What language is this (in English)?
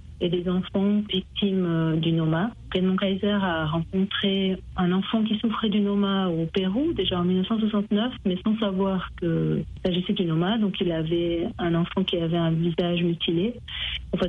French